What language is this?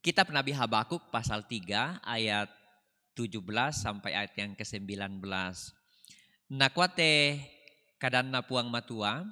Toraja-Sa'dan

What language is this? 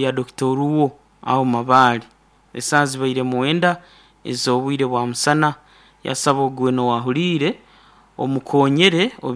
Nyankole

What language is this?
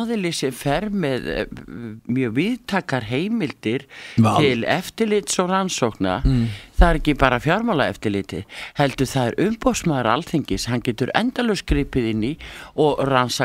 Icelandic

